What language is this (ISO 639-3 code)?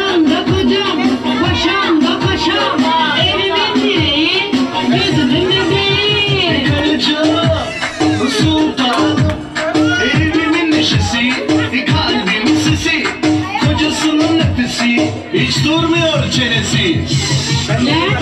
tur